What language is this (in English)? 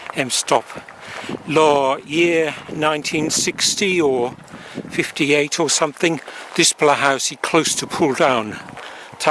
Tok Pisin